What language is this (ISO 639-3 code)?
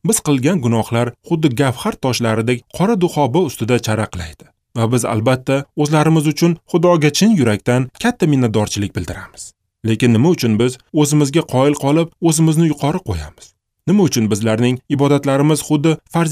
uzb